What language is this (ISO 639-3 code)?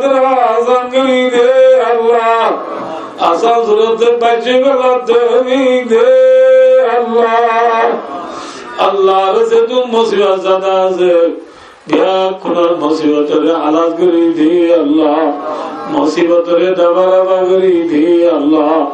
rhg